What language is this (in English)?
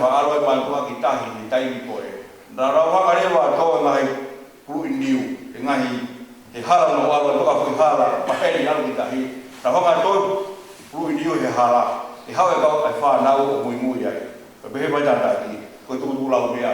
Tongan